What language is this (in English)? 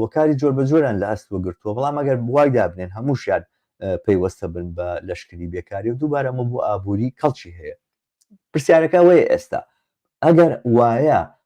Central Kurdish